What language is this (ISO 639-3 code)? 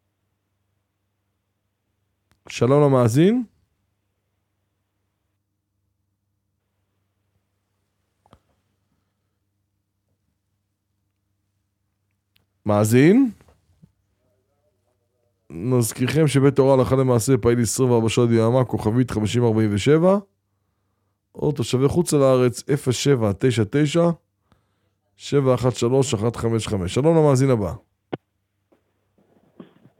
heb